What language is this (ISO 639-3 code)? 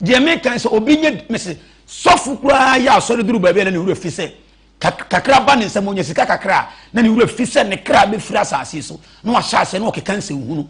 aka